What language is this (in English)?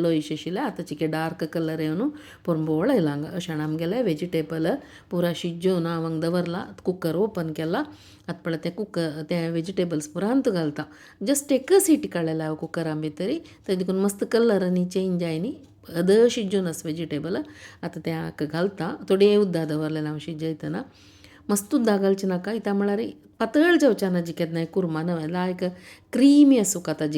Konkani